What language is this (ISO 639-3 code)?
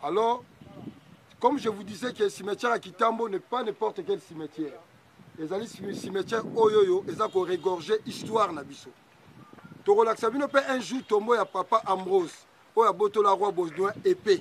lin